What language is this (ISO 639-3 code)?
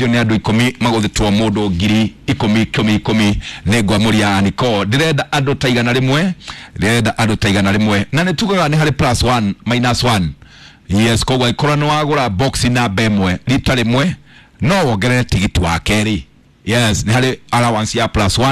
kik